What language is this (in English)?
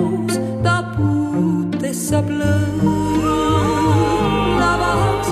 Estonian